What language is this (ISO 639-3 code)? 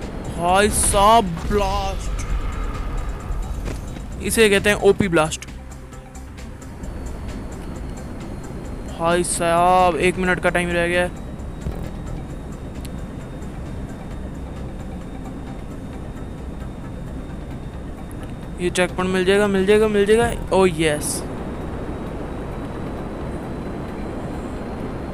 hin